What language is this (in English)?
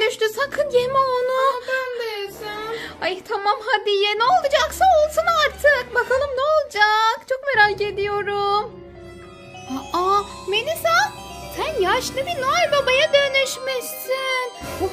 Turkish